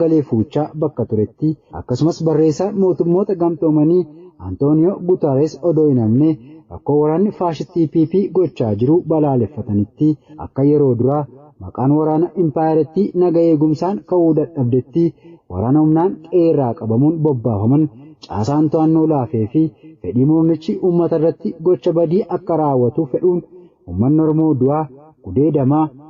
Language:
Oromo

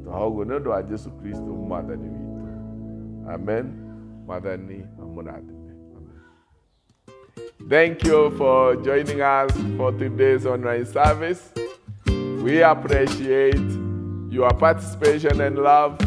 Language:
Kikuyu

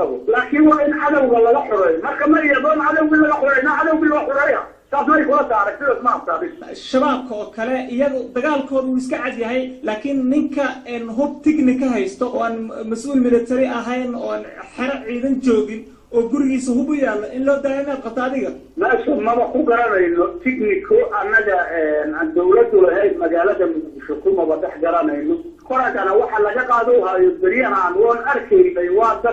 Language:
Somali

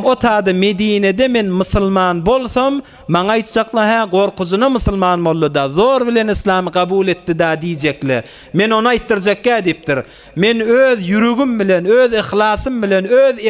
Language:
Turkmen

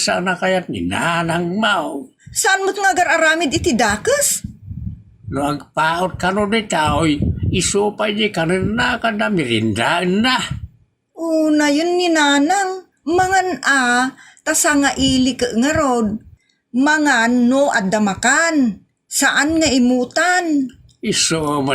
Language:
Iloko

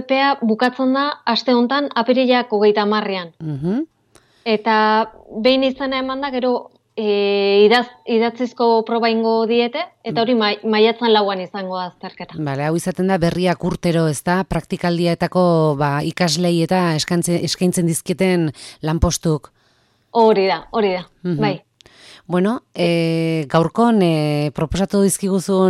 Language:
Basque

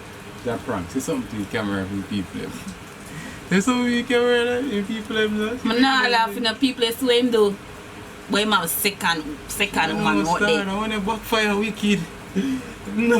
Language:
Jamaican Creole English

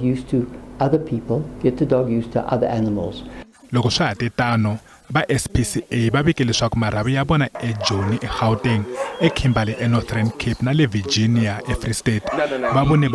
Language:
Tsonga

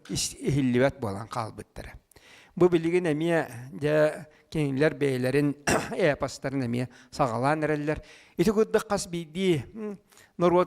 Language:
Yakut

